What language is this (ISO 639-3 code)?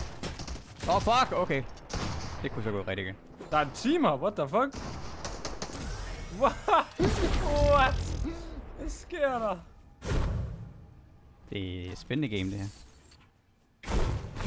dan